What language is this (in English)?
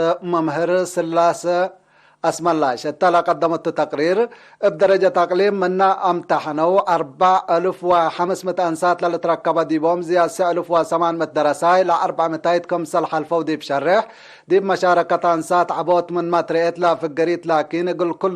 Tigre